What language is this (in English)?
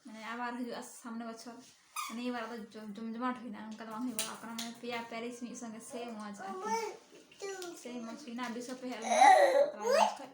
Santali